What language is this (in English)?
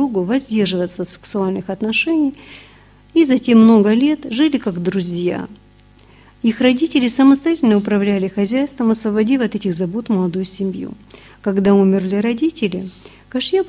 Russian